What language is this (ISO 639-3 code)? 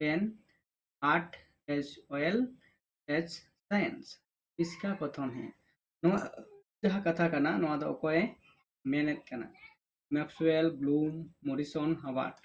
sat